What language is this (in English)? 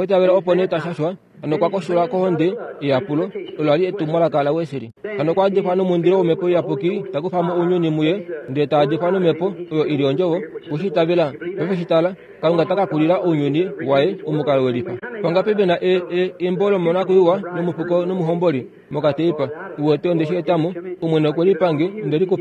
Kuanyama